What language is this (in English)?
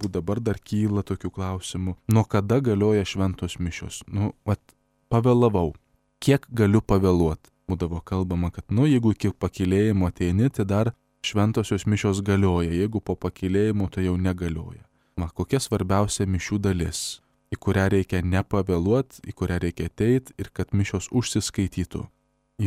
Lithuanian